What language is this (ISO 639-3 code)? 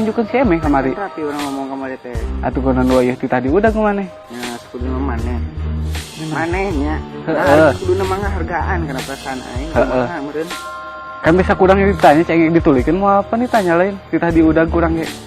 sun